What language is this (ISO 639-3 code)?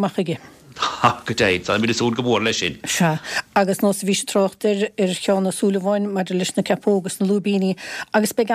gle